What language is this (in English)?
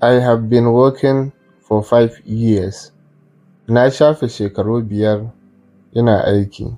Hausa